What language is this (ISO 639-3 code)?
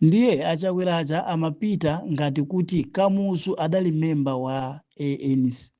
nya